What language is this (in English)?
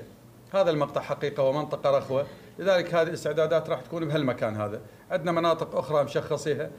Mesopotamian Arabic